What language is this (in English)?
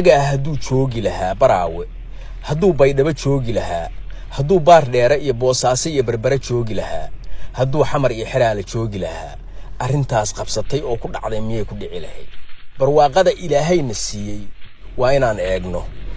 Somali